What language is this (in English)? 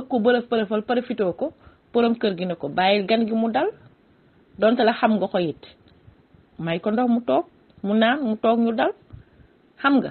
Wolof